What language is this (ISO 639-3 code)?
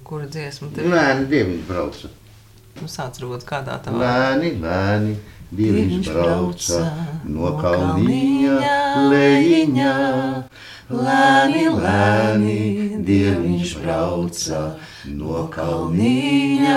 lav